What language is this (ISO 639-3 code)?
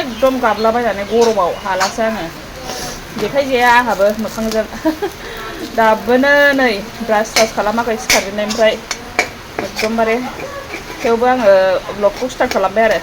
brx